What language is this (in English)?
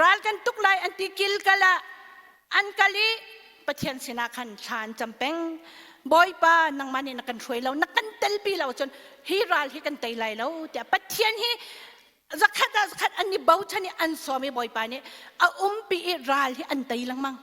Hakha Chin